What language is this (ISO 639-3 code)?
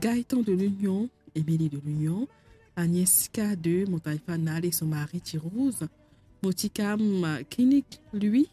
mfe